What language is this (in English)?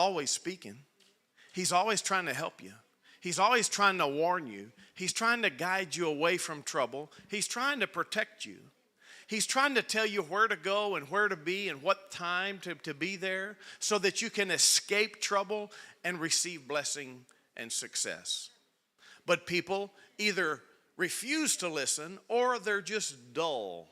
English